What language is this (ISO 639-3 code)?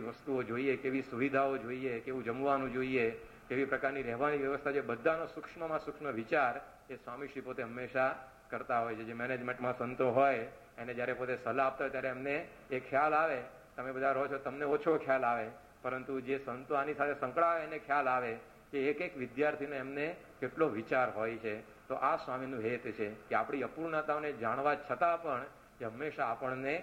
guj